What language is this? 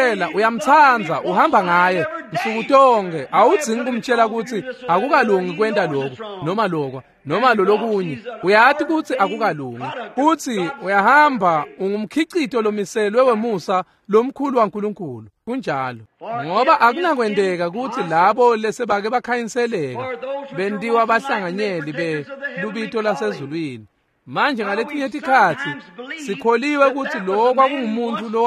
Swati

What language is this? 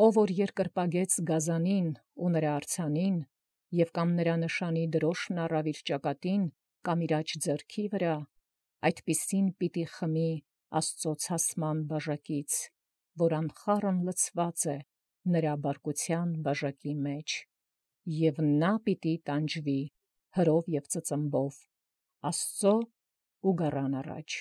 Armenian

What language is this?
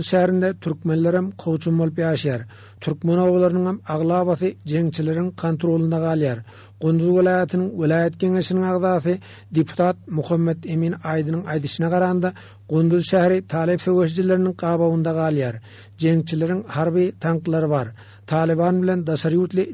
Turkmen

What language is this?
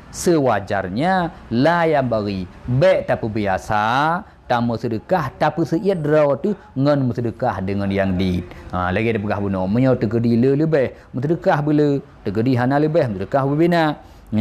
Achinese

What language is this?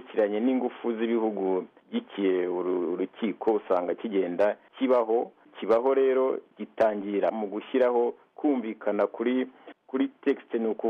Kinyarwanda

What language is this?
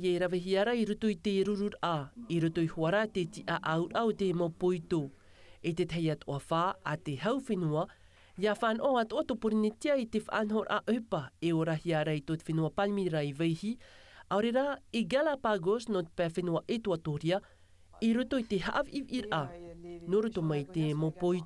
Tahitian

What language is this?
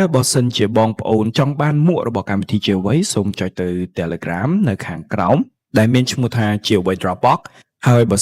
Khmer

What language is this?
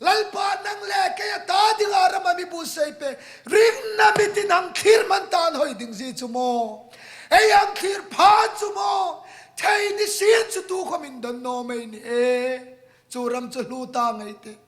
Hmar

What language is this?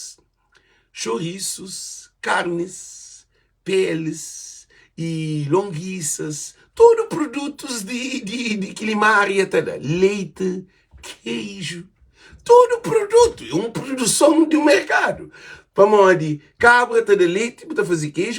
Kabuverdianu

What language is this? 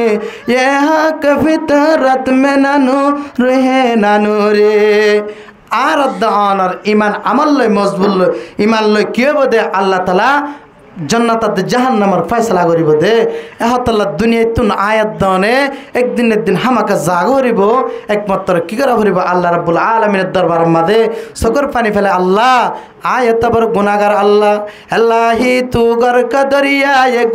Rohingya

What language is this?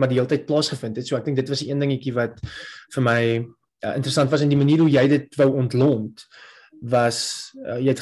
Afrikaans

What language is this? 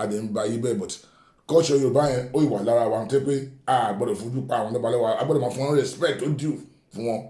Yoruba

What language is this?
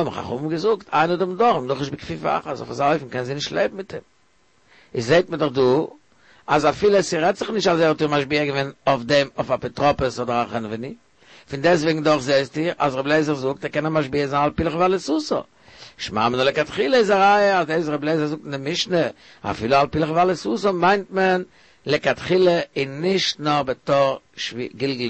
Yiddish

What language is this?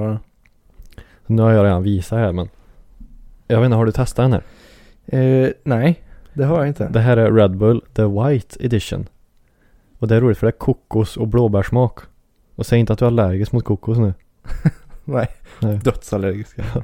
Swedish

